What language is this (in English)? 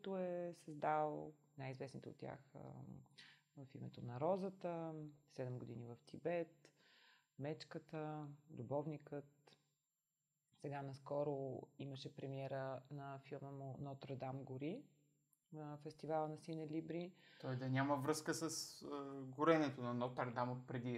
Bulgarian